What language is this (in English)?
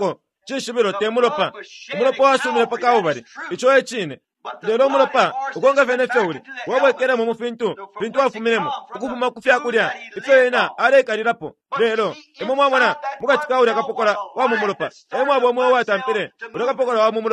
Bemba